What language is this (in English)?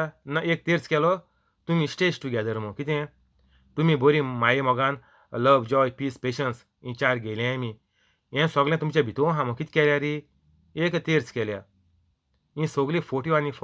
Konkani